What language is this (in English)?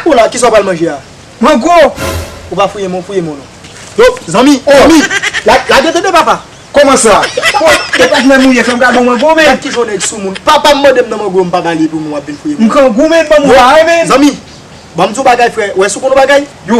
Haitian Creole